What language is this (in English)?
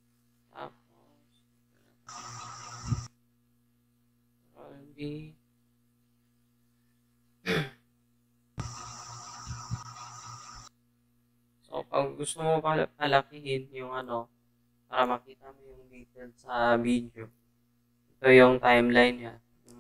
Filipino